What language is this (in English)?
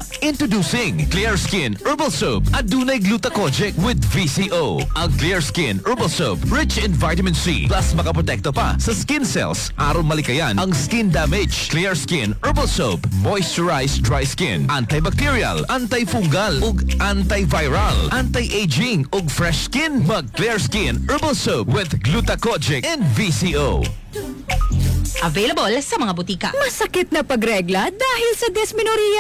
Cebuano